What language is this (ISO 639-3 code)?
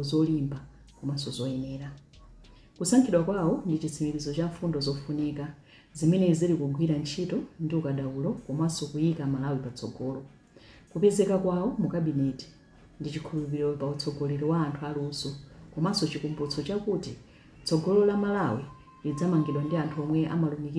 nya